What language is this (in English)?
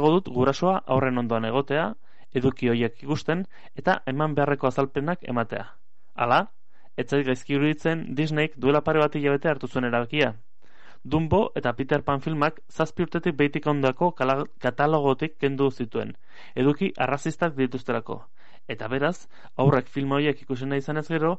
Basque